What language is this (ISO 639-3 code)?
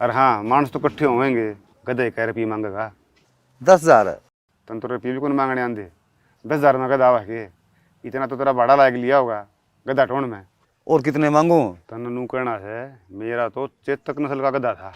bgc